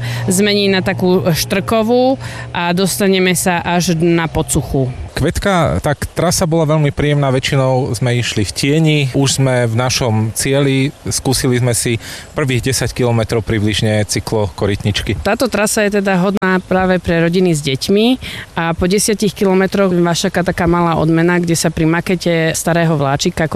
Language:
Slovak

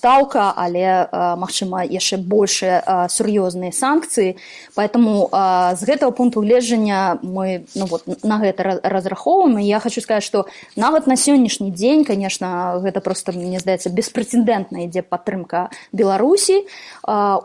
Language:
Belarusian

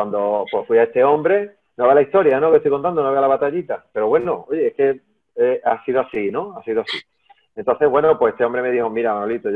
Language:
Spanish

